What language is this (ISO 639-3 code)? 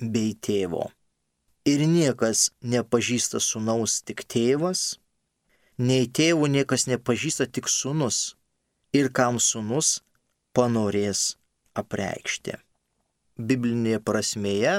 lit